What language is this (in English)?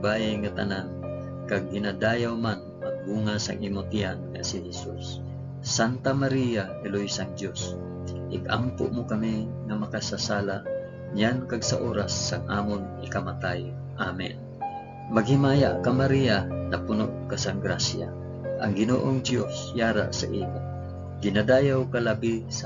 Hiligaynon